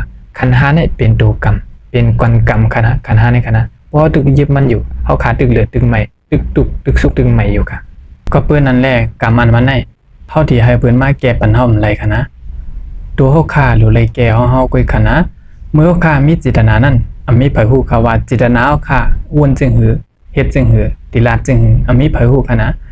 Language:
Shan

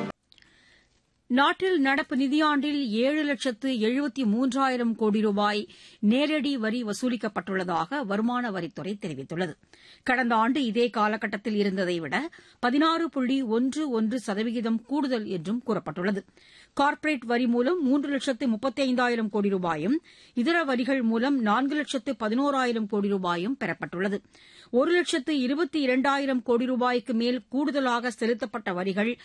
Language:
Tamil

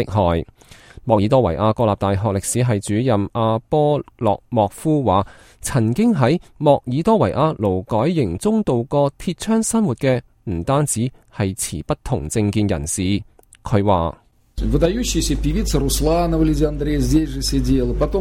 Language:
Cantonese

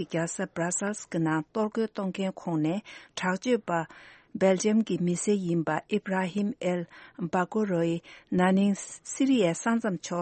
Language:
Tibetan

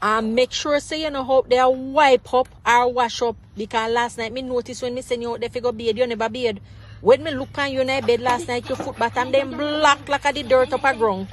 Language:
Jamaican Creole English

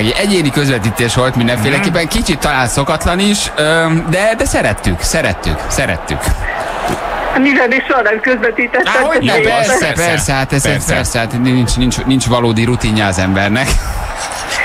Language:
Hungarian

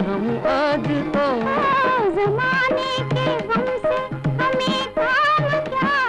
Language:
Hindi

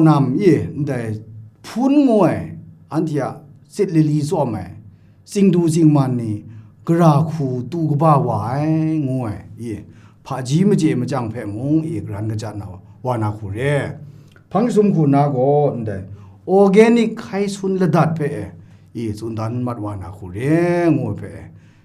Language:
Kachin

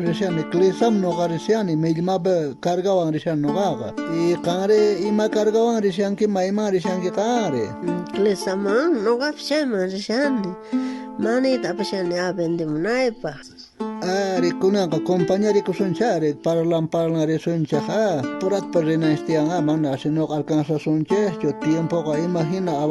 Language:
South Bolivian Quechua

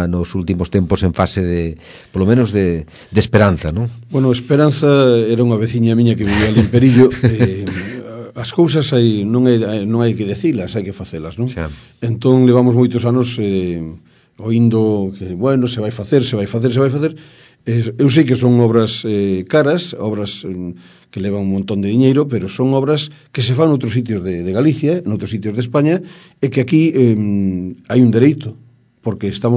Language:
Galician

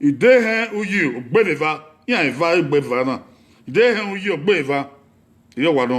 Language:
Bini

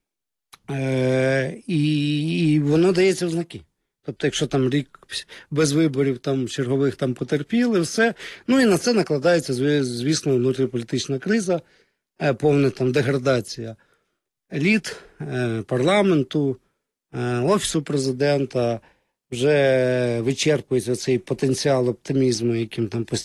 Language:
Ukrainian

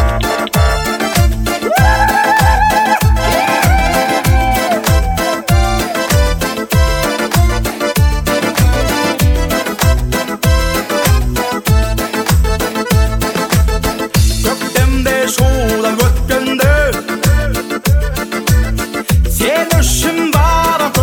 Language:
Kazakh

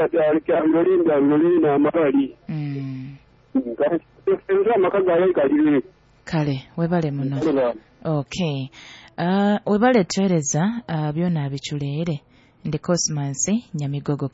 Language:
Nyoro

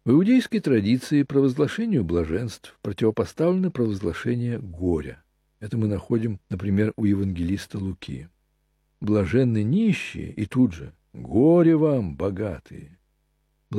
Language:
Russian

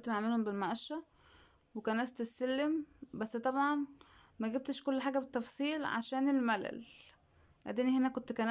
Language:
Egyptian Arabic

